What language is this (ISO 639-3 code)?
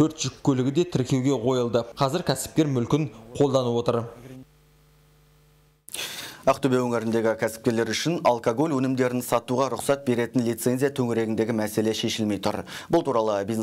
kaz